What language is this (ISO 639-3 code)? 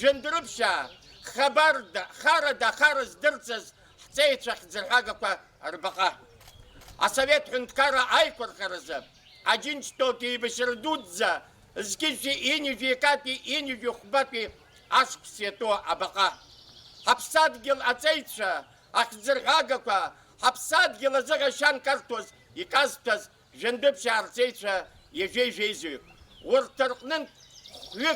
abk